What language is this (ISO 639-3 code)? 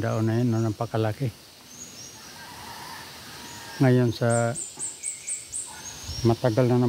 fil